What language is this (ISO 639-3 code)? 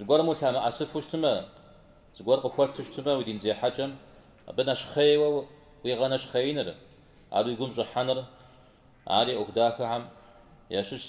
kbd